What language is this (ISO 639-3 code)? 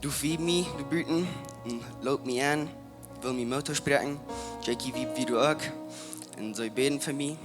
pdt